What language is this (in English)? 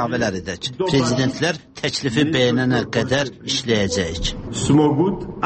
Azerbaijani